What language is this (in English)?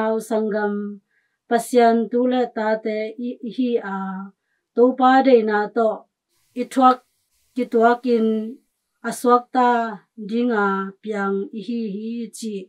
Tedim Chin